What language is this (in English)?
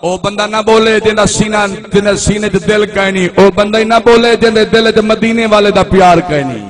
Saraiki